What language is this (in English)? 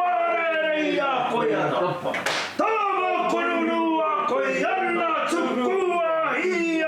Māori